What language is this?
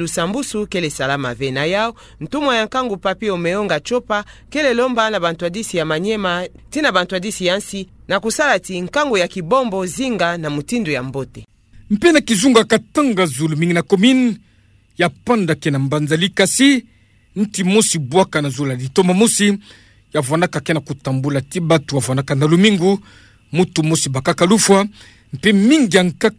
Kituba (Democratic Republic of Congo)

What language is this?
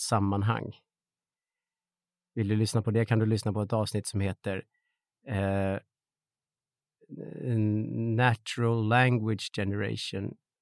Swedish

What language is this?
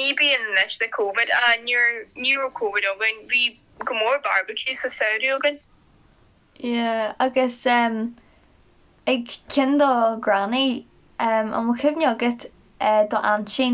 Irish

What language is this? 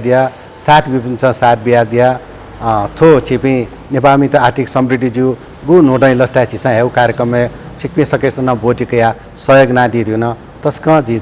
Newari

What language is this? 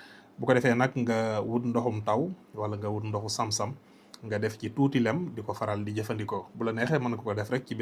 Wolof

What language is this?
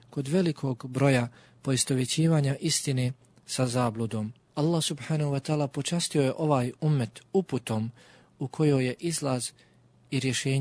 Bosnian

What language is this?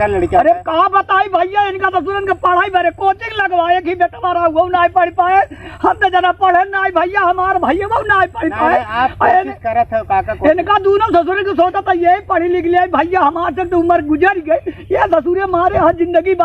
Awadhi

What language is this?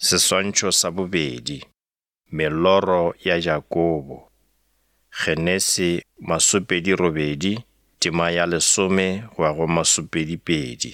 Northern Sotho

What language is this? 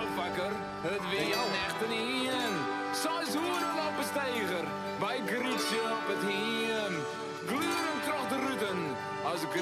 Western Frisian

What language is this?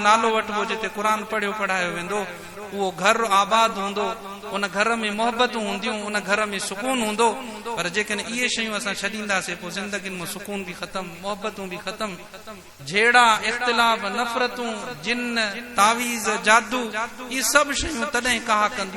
Sindhi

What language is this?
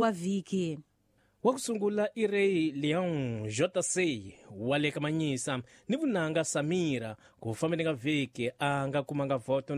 Tsonga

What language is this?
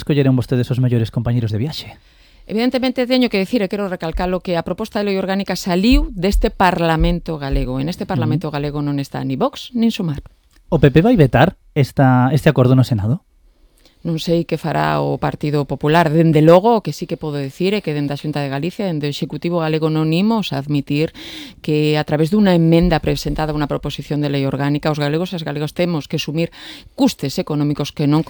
Galician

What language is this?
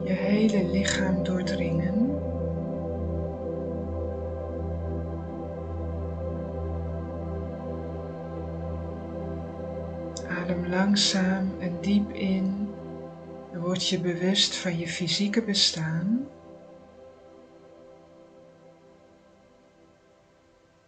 Dutch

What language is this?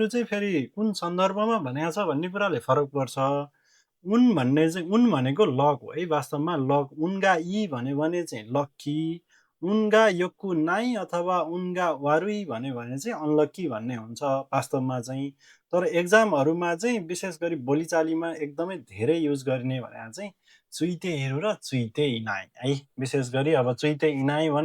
Nepali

